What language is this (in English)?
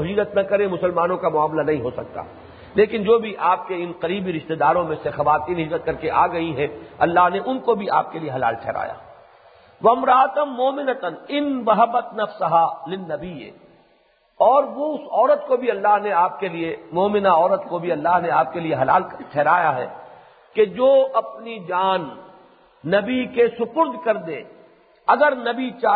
Urdu